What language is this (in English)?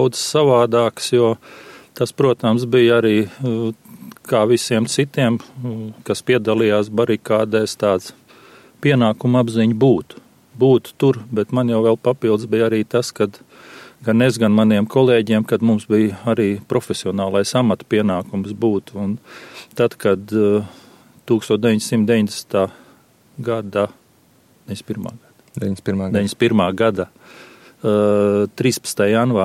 Latvian